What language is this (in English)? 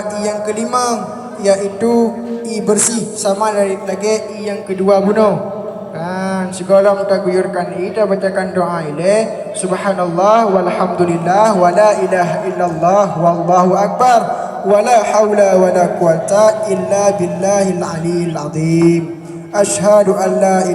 Achinese